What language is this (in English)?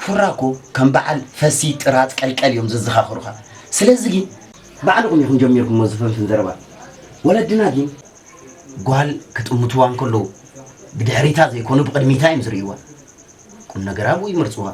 Tigrinya